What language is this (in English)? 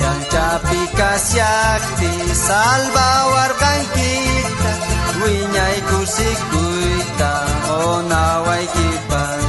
South Bolivian Quechua